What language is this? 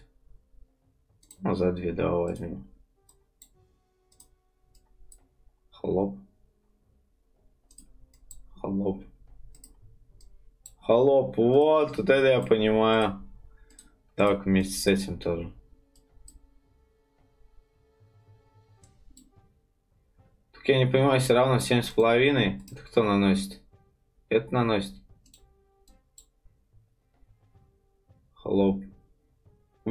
Russian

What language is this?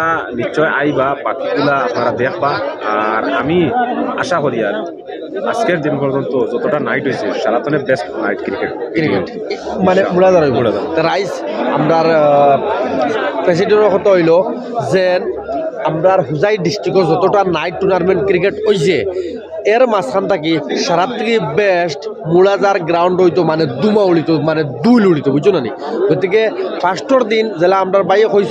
Sylheti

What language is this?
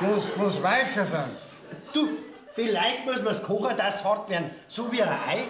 Bavarian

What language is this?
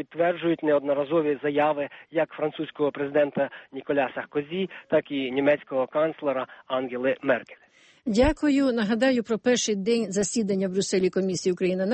Ukrainian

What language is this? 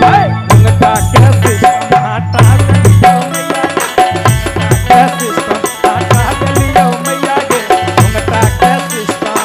Magahi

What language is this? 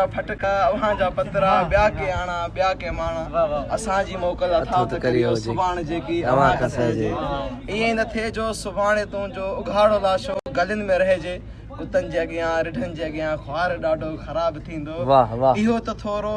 Sindhi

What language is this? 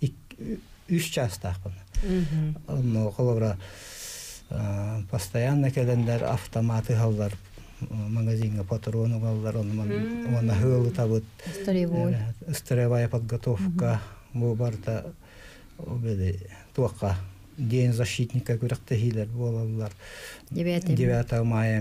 Yakut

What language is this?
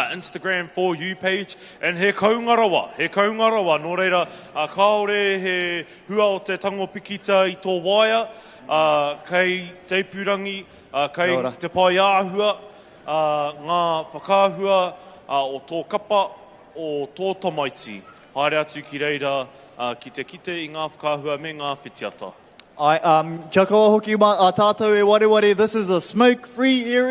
Māori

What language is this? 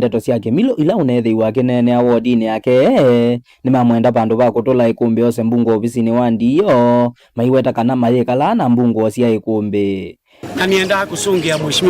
Kamba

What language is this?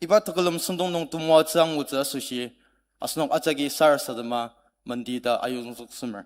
Ao Naga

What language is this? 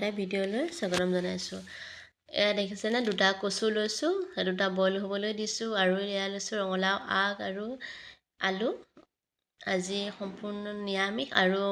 Assamese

